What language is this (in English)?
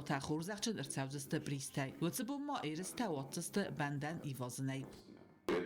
Ossetic